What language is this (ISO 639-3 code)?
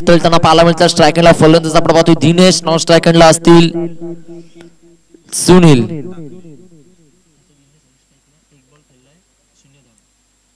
mar